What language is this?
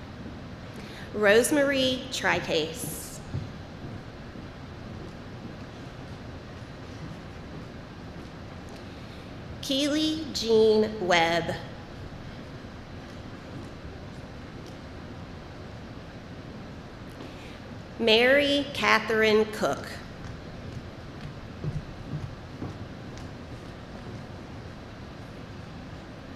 English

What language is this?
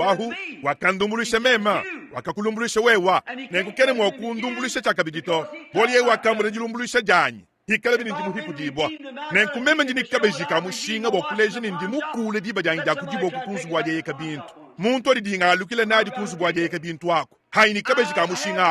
Luba-Lulua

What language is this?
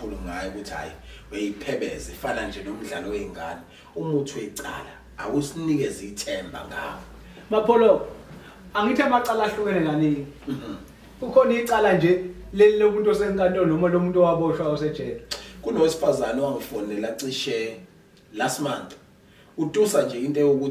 Zulu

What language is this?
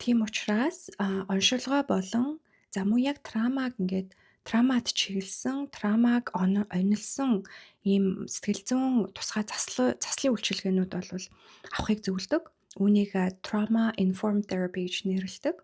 Mongolian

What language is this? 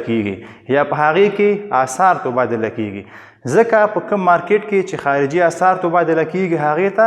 Pashto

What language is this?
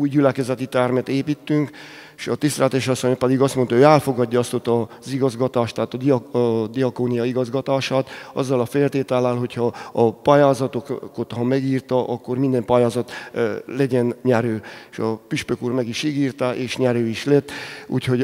Hungarian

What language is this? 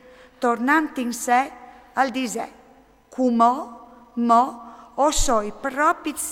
Friulian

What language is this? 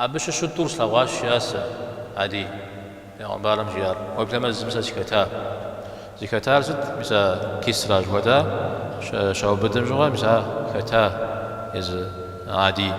Kabardian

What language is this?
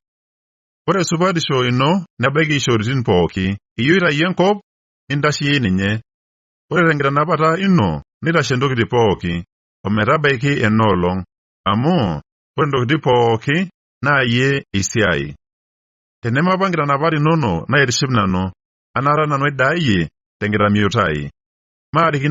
Masai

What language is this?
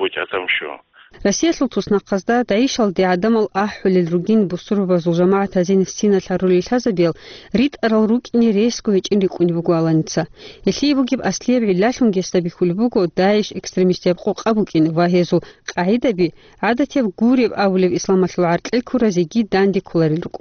Avaric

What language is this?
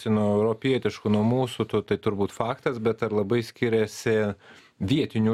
Lithuanian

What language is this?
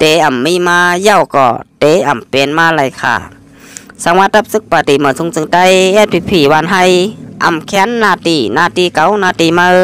Shan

